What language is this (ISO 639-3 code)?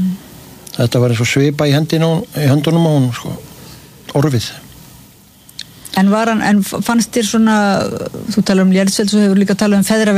isl